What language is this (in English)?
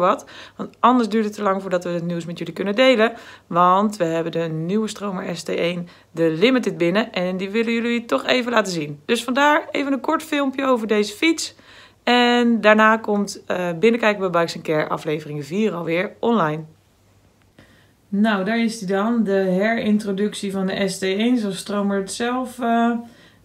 Dutch